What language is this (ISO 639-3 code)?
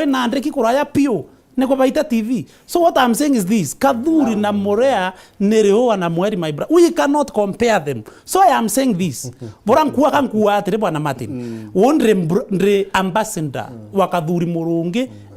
mer